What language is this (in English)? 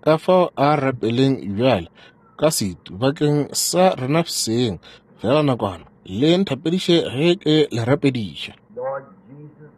Northern Sotho